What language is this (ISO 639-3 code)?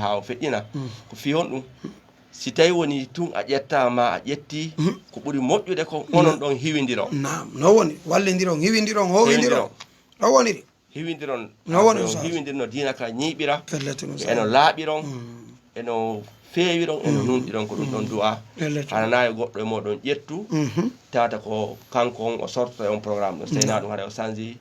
ful